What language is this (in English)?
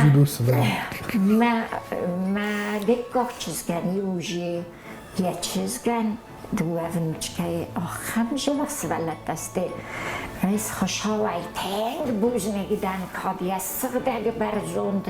Ossetic